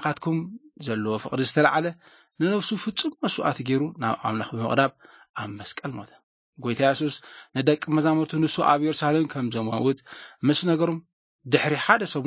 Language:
Tigrinya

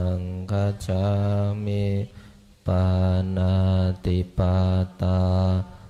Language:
Pali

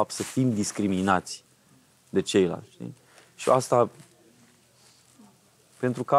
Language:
Romanian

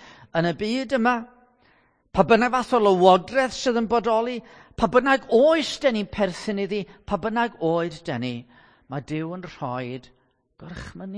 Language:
Welsh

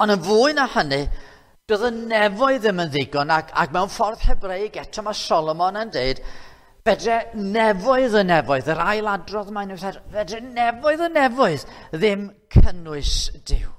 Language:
Welsh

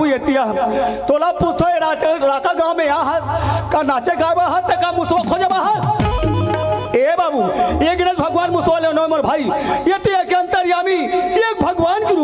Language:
Chhattisgarhi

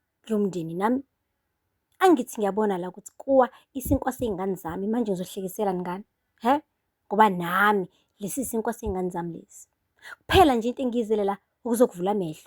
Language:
Zulu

